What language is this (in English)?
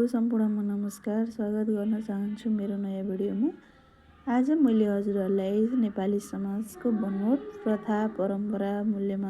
Nepali